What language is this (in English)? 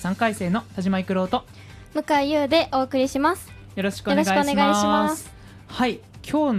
Japanese